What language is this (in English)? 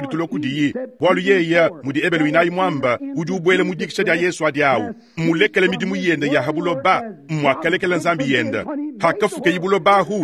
Luba-Lulua